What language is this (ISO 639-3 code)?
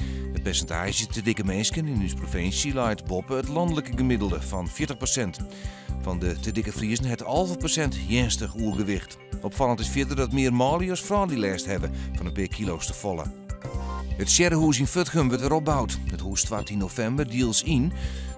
fry